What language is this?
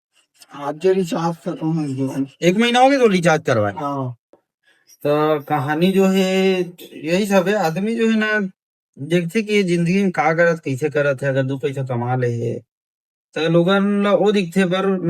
Chhattisgarhi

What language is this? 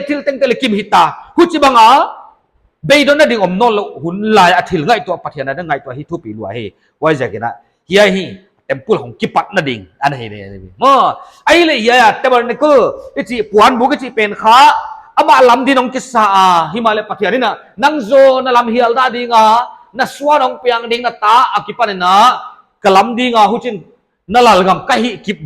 Paite Chin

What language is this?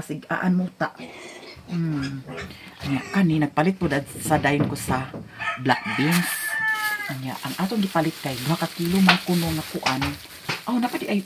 Cebuano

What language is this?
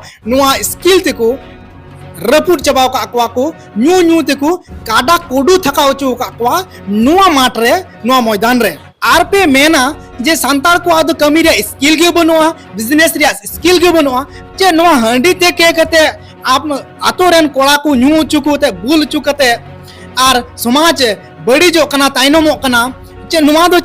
Santali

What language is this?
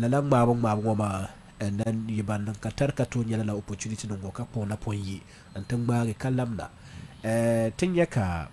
Dagbani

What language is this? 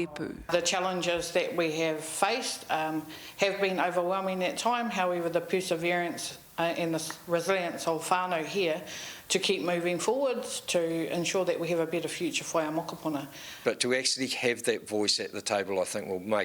Māori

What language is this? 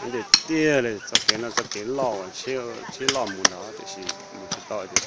Hmong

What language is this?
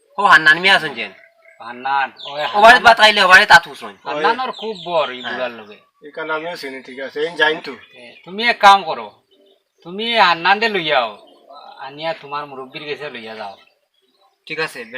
Sylheti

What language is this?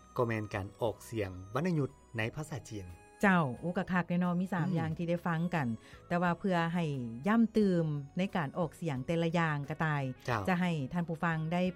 Lao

